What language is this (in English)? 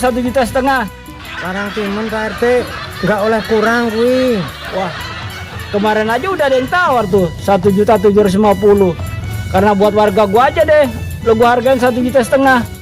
Betawi